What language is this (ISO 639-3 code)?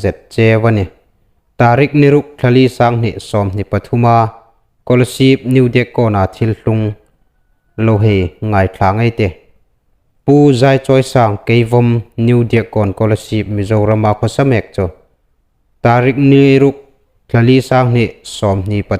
hmr